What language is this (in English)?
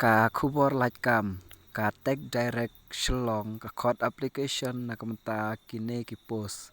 Khasi